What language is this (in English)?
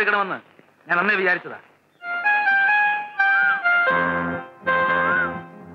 Malayalam